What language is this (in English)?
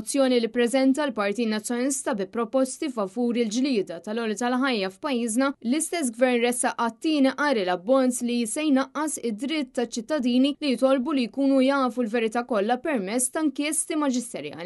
Maltese